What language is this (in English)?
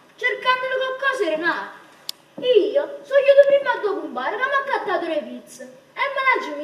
Neapolitan